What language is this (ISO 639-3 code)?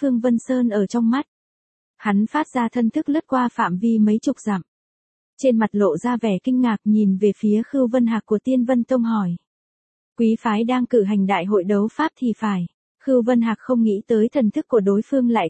vie